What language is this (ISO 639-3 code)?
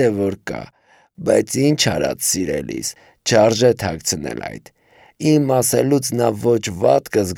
hye